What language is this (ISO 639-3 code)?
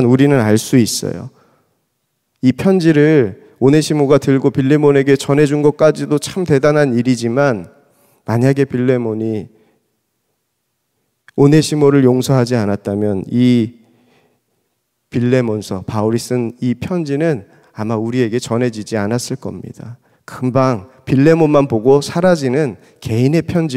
kor